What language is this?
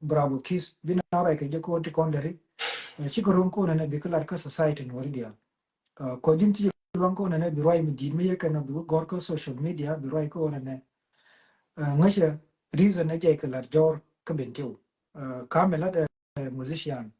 Nuer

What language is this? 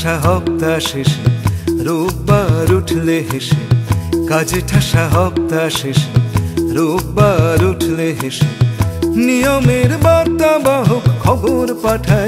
Bangla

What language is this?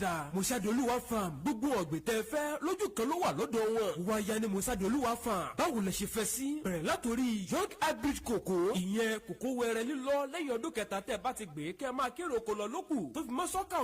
Yoruba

